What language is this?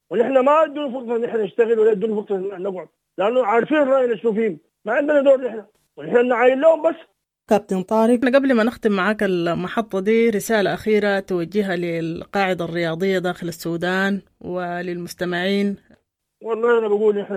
Sudanese Arabic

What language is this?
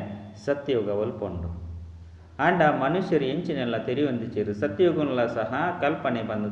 Tulu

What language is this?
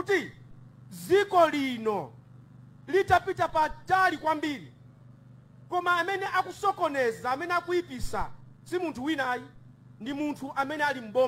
Nyanja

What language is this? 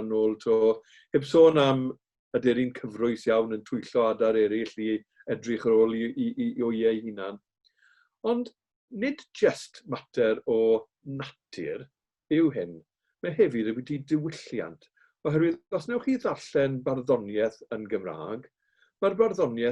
Welsh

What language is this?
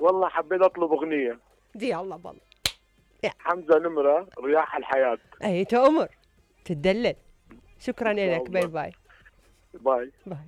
Mesopotamian Arabic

